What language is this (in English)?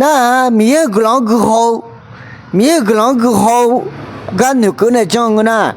Akha